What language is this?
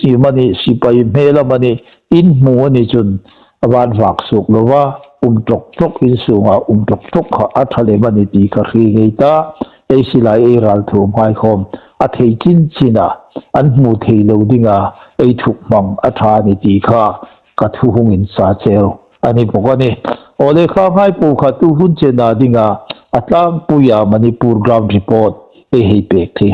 Hmar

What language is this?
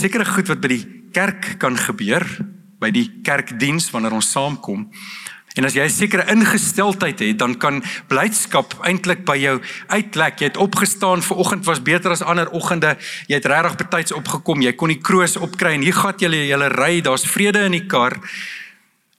Afrikaans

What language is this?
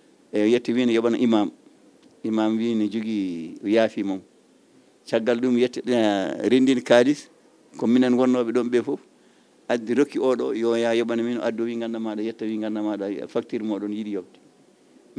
Fula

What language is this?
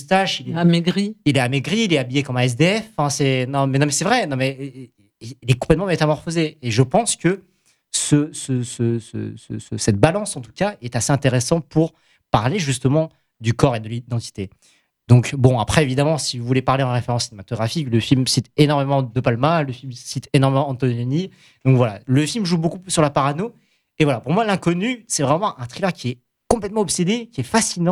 French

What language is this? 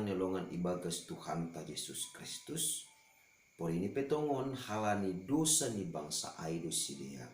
Batak Simalungun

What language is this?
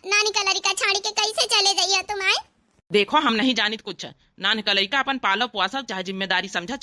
Awadhi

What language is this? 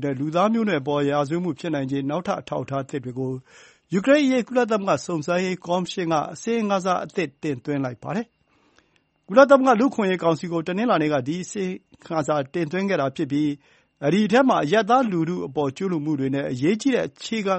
Burmese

